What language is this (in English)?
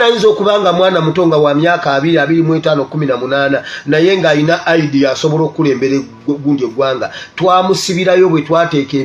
Ganda